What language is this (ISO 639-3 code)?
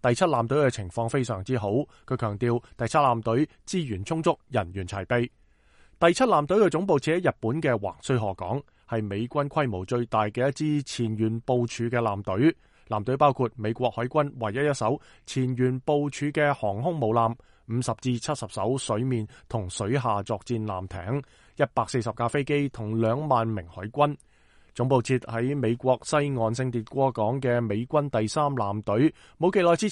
yue